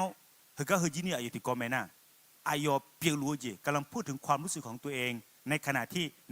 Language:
Akha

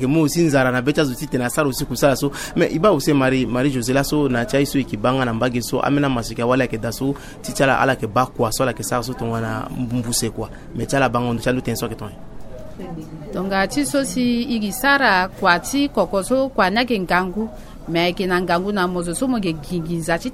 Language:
Sango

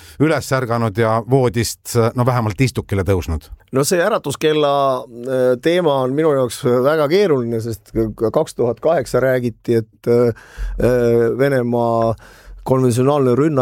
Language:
Estonian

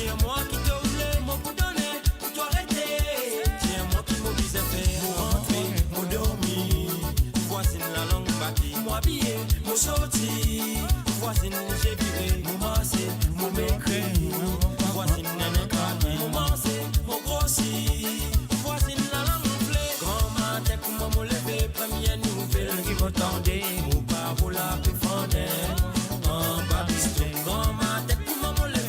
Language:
Morisyen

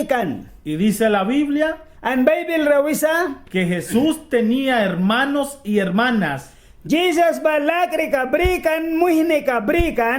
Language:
Mískito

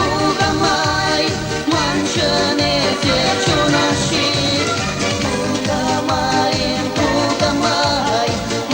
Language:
Chuvash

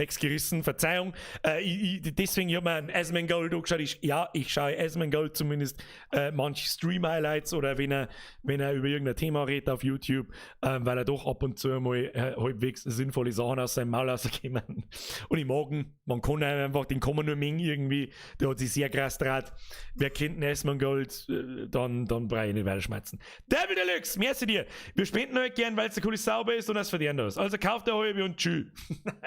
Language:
Bavarian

